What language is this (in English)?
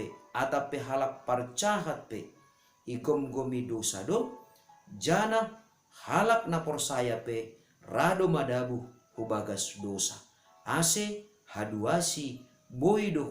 Batak Simalungun